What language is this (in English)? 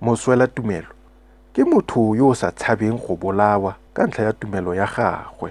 Tswana